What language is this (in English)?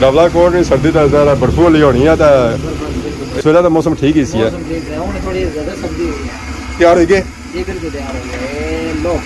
Pahari-Potwari